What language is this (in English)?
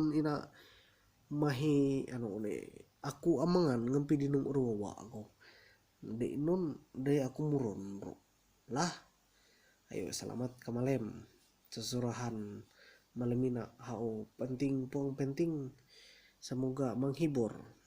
Ma'anyan